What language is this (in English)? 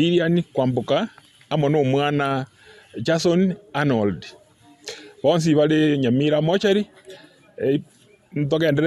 Gusii